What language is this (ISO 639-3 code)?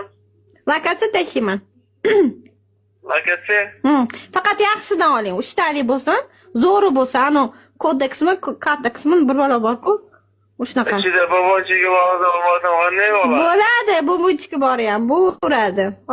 uzb